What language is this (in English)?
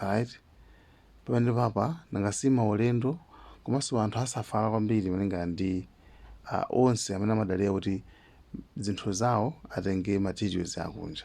Nyanja